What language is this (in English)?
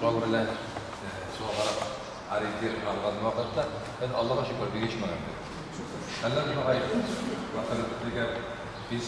Bashkir